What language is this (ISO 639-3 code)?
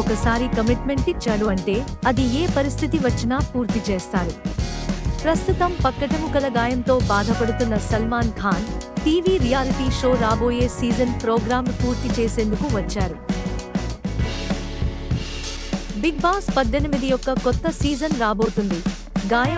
tel